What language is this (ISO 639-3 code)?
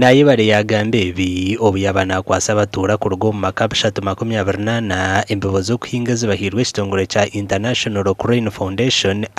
nyn